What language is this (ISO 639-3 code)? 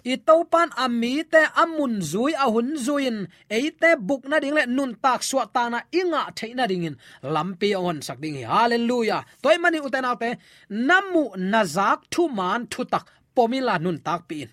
ctd